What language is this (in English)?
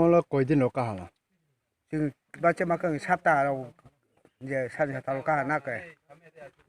Kok Borok